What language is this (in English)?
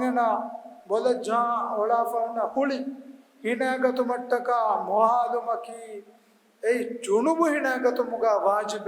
Divehi